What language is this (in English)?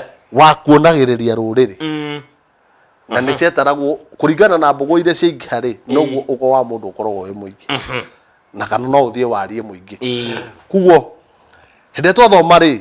Kikuyu